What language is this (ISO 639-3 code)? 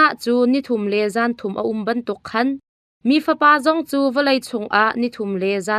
cnh